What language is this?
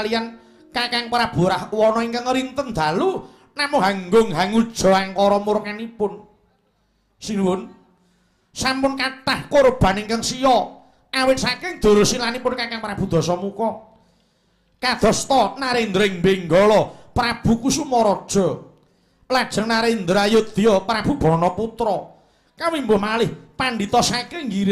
Javanese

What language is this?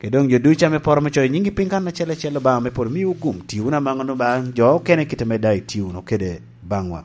Lango (Uganda)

